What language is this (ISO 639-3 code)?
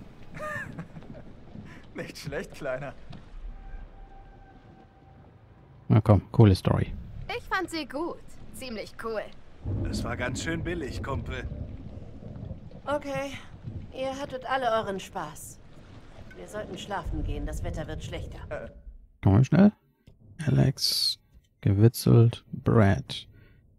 deu